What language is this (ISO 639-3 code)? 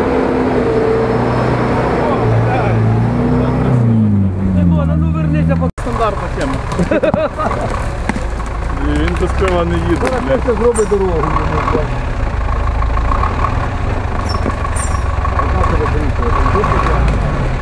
ukr